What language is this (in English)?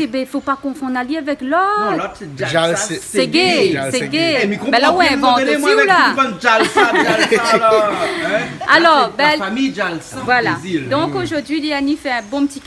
Réunion Creole French